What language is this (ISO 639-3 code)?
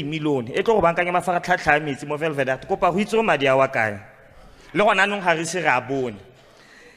tsn